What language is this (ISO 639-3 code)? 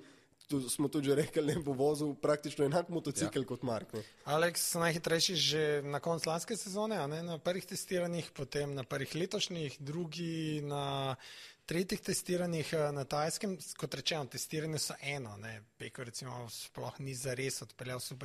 slv